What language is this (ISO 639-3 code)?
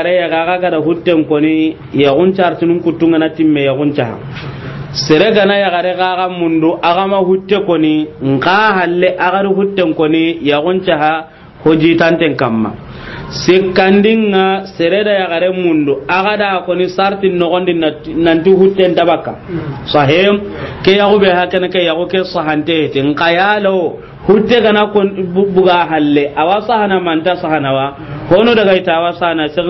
snk